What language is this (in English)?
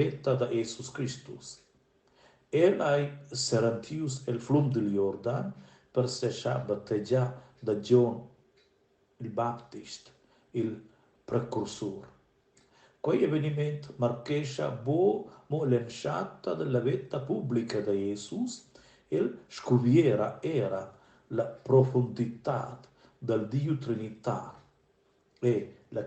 Romansh